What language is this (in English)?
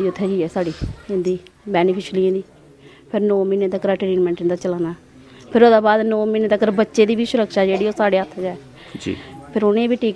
Dogri